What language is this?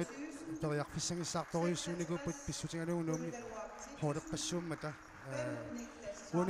Kalaallisut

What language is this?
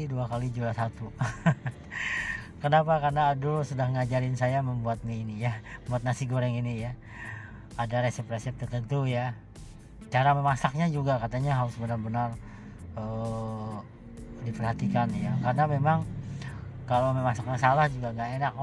Indonesian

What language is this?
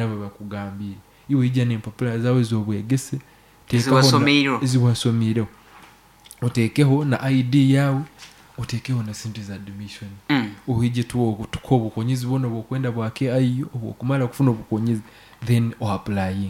Nyoro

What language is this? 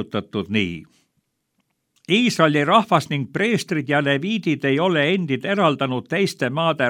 Estonian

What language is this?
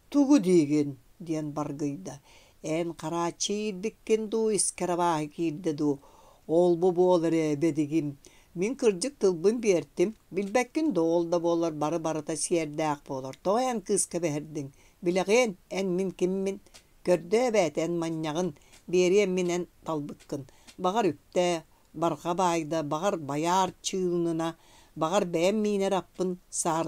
Yakut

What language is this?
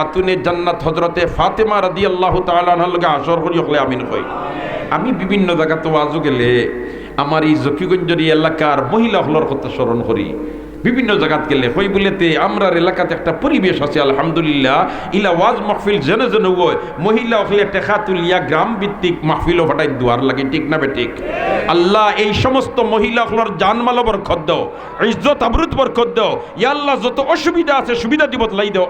Sylheti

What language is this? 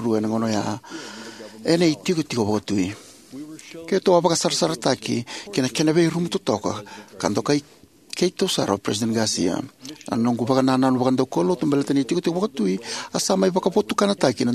Fijian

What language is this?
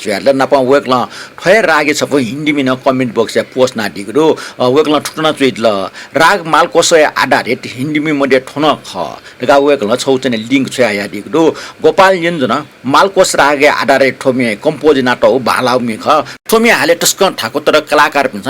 Newari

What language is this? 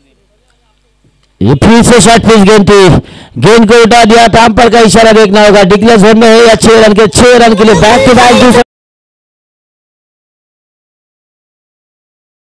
Hindi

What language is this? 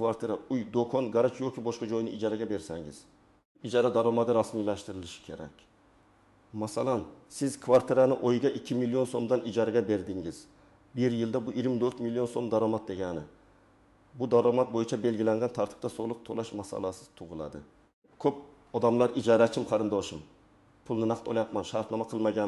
Uzbek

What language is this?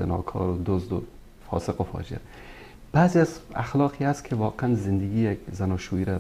Persian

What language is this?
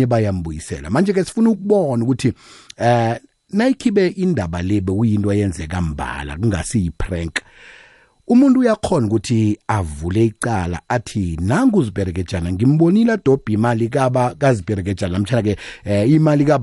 South Ndebele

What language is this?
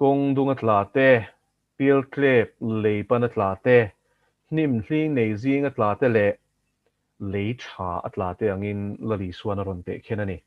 Mizo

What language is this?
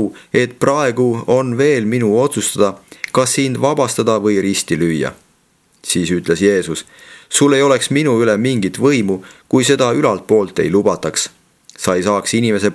Estonian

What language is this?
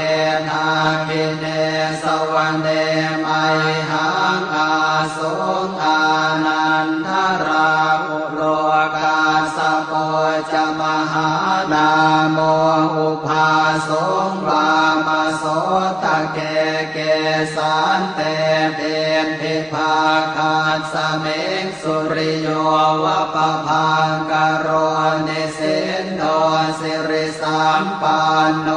Pali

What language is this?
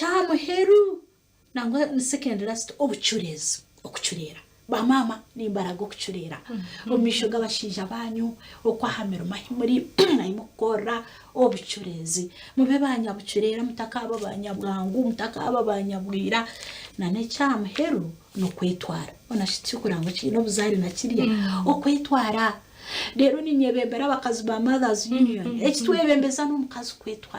Nyankole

